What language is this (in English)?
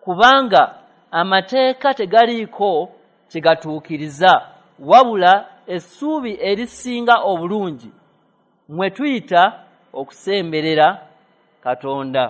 Ganda